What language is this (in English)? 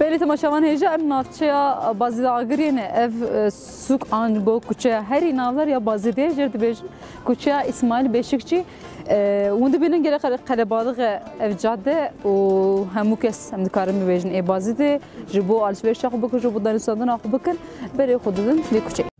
Kurdish